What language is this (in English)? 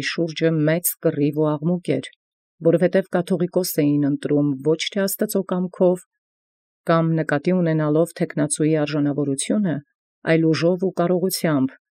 Armenian